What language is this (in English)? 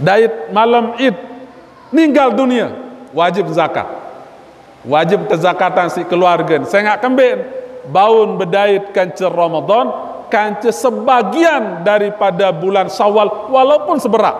Sasak